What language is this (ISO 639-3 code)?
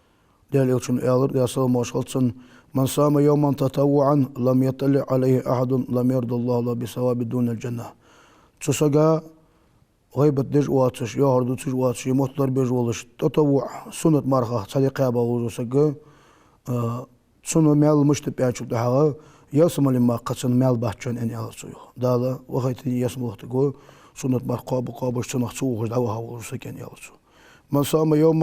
inh